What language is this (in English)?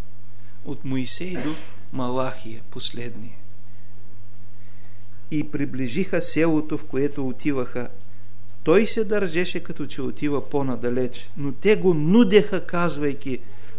Bulgarian